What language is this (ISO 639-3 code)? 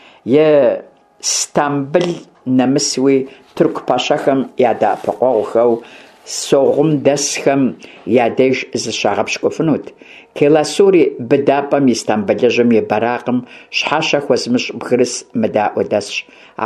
kbd